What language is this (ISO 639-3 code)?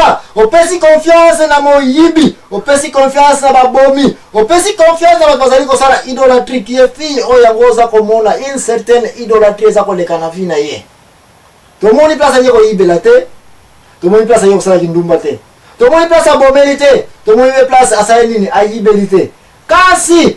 lin